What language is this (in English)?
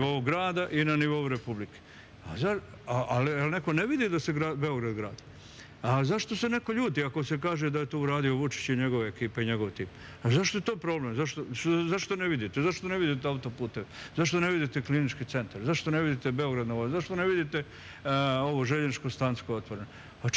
Serbian